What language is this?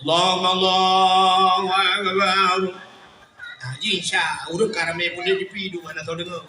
Achinese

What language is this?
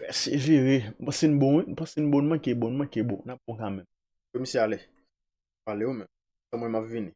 Haitian Creole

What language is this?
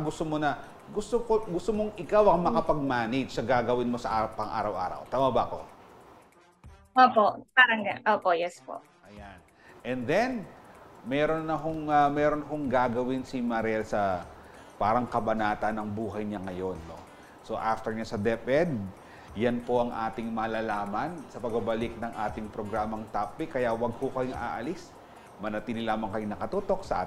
Filipino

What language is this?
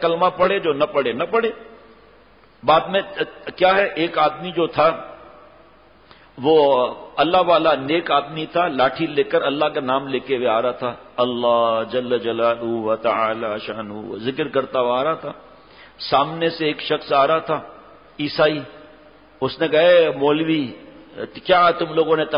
Urdu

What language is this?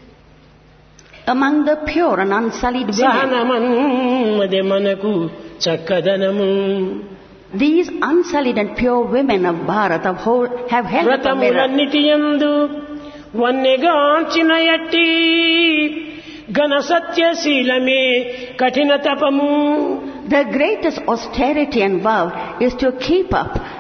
Telugu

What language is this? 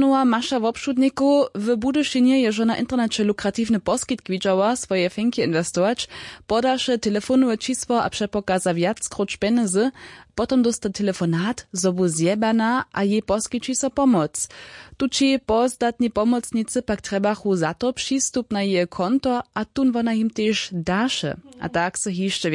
Upper Sorbian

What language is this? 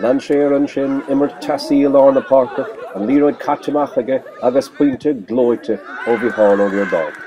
Irish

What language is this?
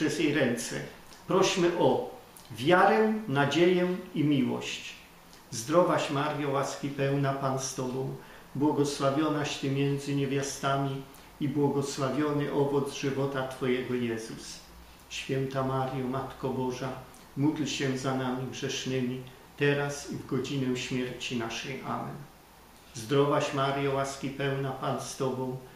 Polish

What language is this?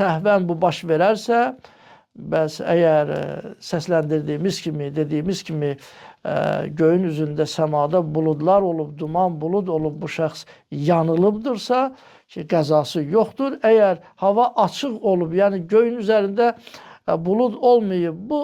Azerbaijani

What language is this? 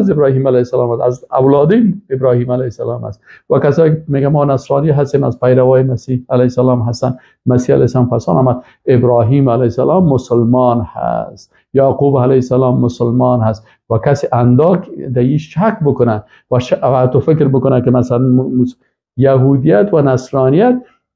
Persian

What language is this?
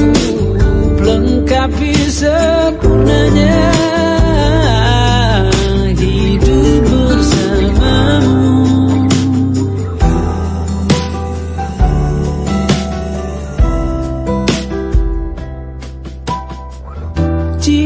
Indonesian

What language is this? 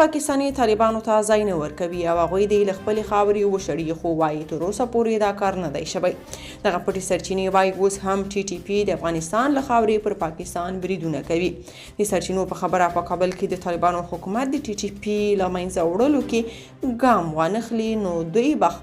Pashto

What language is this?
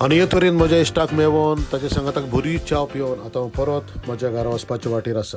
Konkani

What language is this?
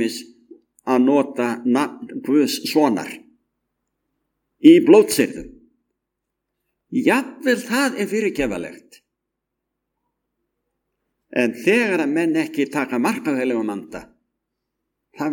Icelandic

